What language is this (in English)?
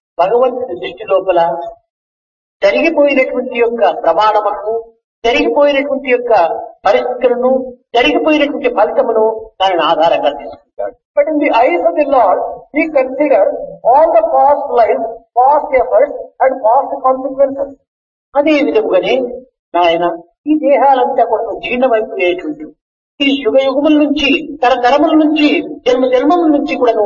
Telugu